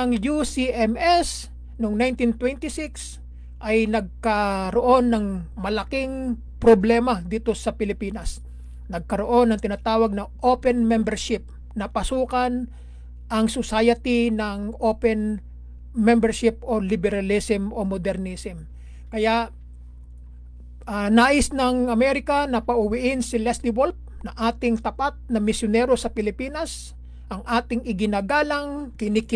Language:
Filipino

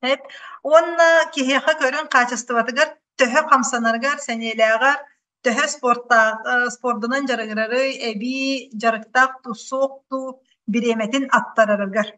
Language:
Yakut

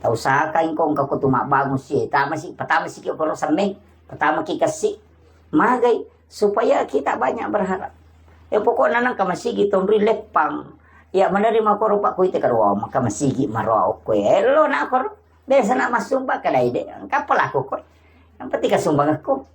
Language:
Buginese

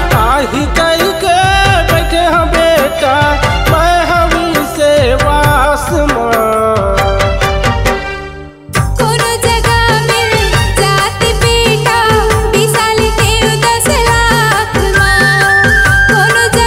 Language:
Chhattisgarhi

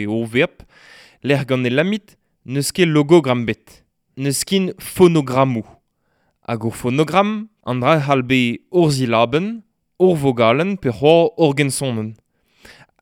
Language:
Breton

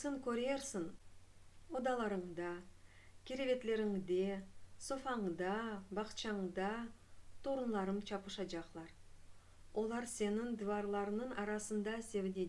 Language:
Crimean Tatar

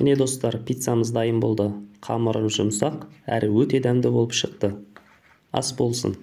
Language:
Kazakh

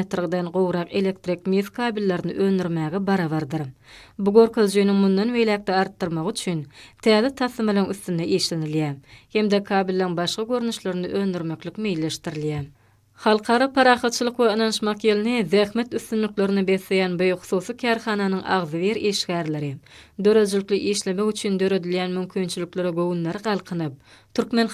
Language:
Turkmen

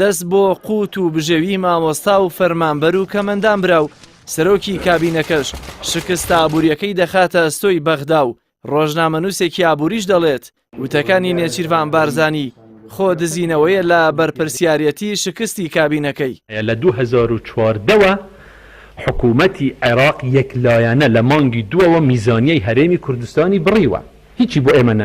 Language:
Central Kurdish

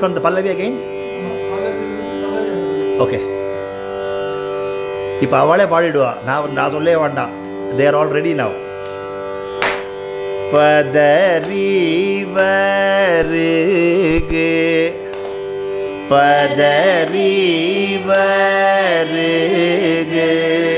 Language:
Tamil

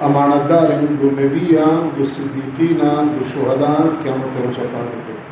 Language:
Baluchi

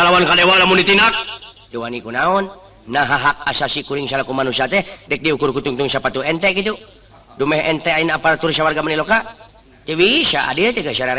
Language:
Sundanese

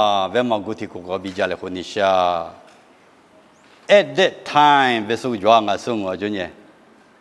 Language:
Lisu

